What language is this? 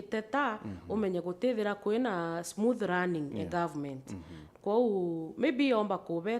Meru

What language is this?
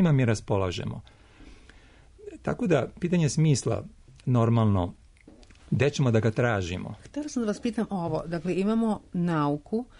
Serbian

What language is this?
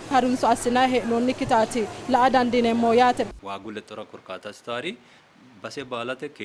Sidamo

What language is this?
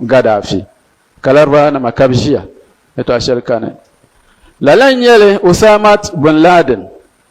Dagbani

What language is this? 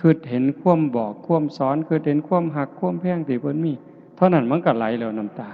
Northeastern Thai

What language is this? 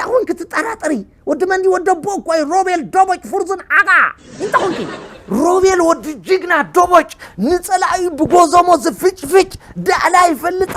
Tigrinya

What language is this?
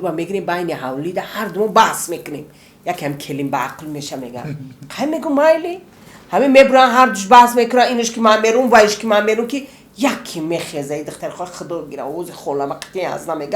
Tajik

